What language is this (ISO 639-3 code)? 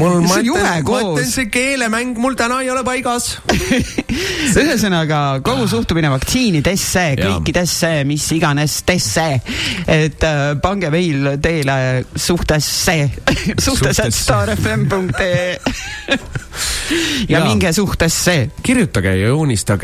est